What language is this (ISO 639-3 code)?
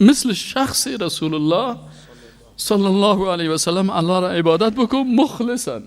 fas